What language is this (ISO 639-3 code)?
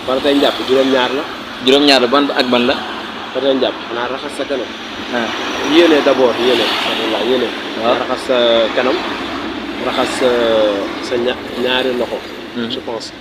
wol